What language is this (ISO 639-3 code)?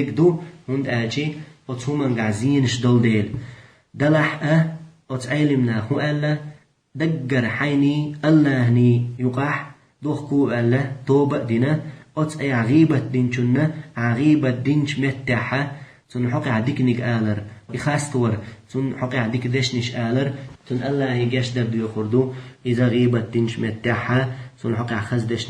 che